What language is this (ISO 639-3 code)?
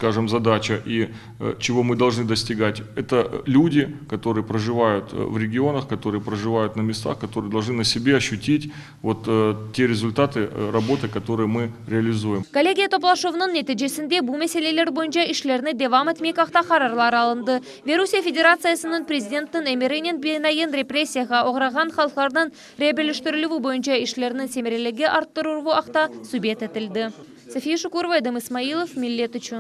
crh